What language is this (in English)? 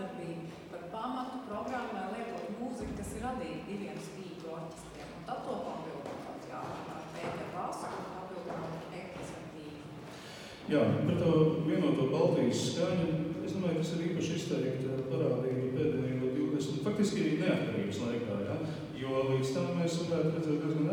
Latvian